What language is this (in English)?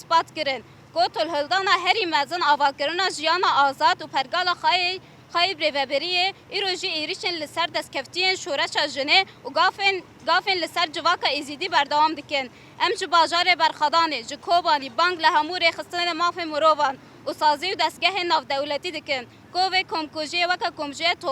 Kurdish